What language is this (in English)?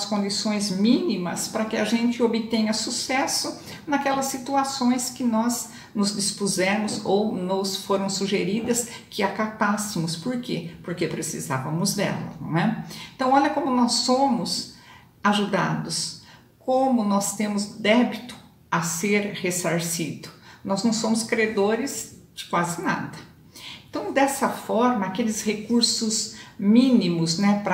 Portuguese